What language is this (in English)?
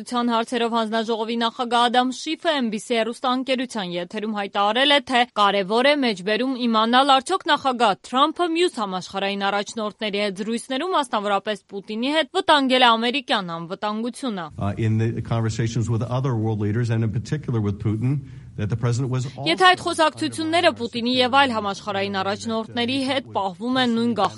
Armenian